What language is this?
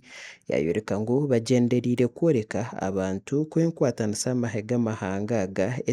Nyankole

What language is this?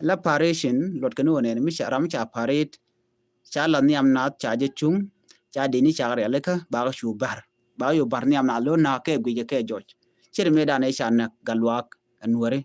Nuer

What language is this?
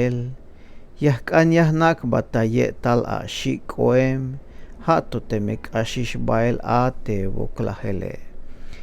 Tzeltal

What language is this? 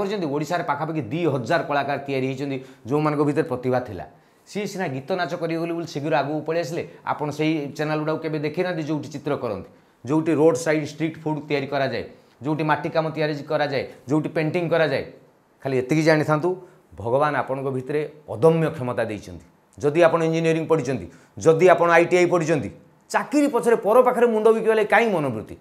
Odia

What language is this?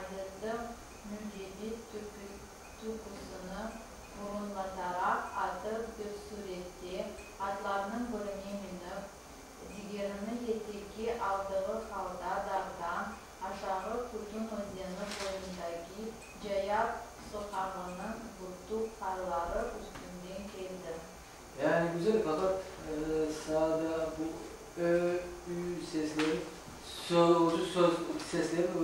Crimean Tatar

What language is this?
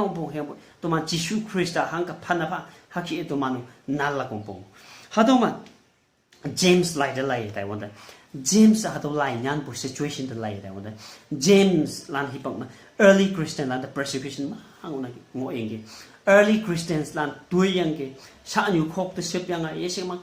Konyak Naga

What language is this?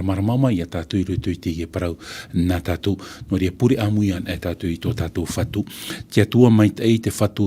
Tahitian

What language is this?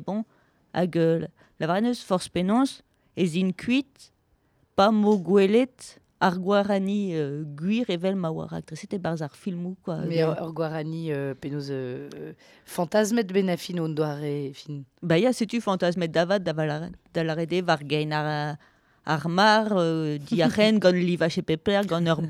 Breton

